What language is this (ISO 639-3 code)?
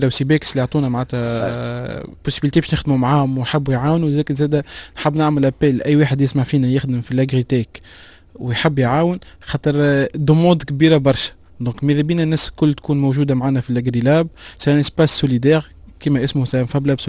aeb